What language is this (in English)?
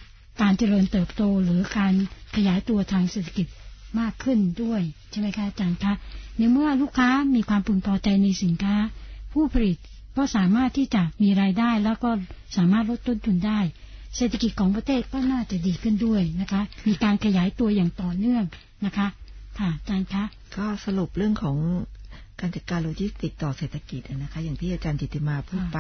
Thai